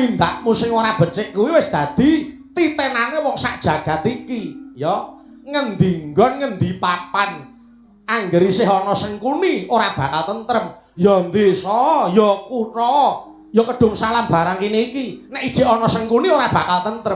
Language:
Javanese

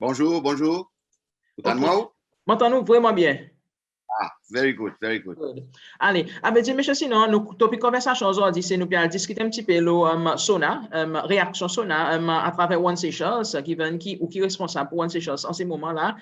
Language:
Seselwa Creole French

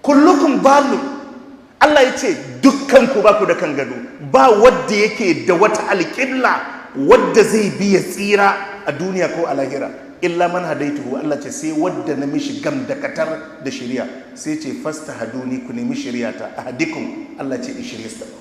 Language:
Hausa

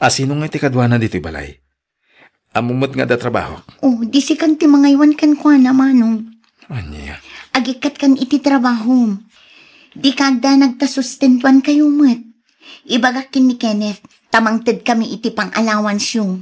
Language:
Iloko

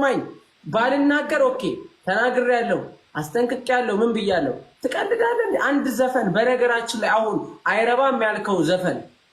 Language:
Amharic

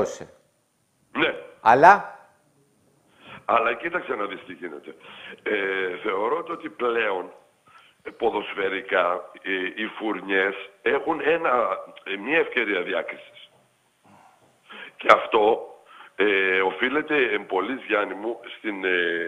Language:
Greek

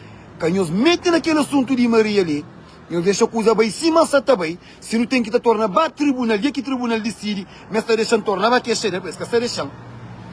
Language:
Kabuverdianu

